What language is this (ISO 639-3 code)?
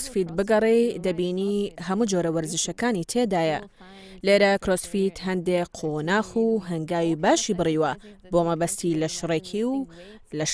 ckb